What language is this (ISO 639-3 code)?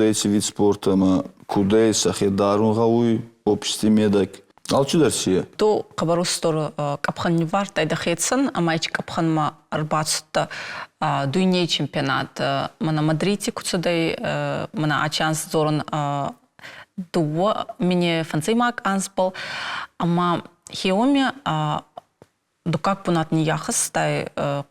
oss